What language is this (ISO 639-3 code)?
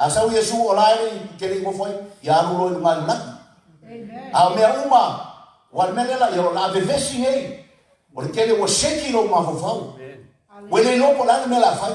smo